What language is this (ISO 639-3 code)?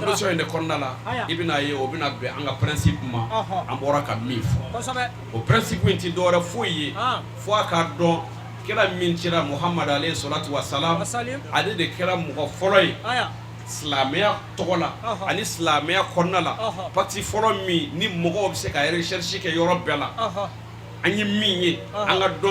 bam